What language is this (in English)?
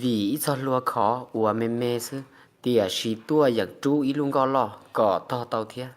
Hmong